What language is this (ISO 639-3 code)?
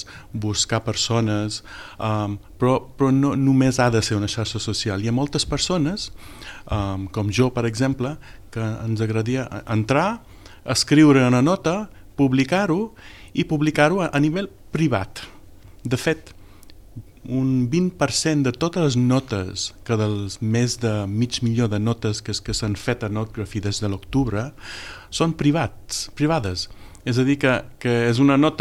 cat